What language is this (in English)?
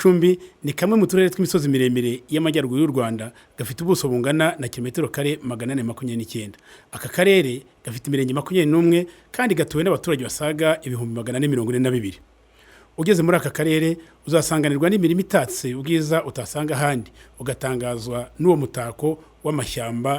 Kinyarwanda